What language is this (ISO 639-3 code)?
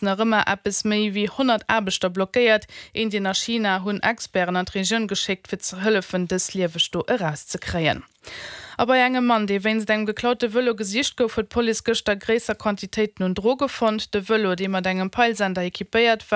ltz